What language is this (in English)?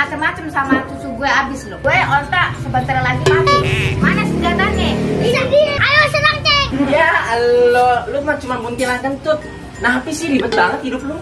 Betawi